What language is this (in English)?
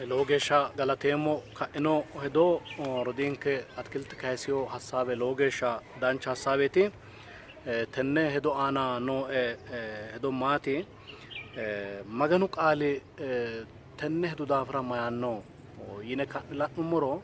Sidamo